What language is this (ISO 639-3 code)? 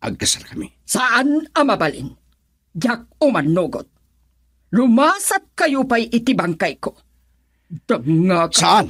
ilo